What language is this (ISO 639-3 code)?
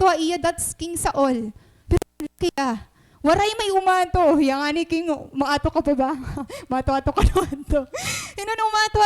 war